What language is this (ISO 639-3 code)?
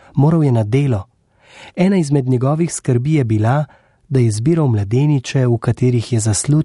slv